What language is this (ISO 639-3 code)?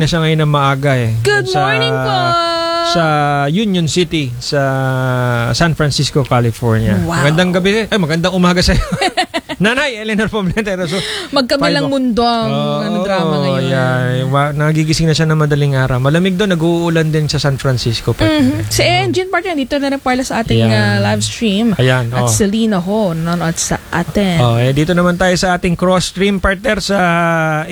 fil